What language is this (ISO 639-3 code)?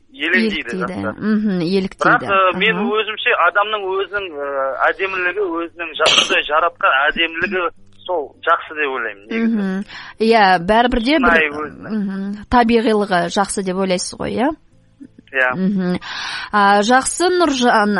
kaz